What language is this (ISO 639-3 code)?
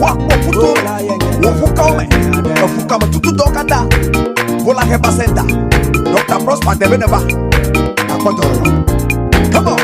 ewe